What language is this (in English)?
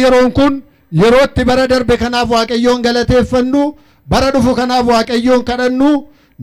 Oromo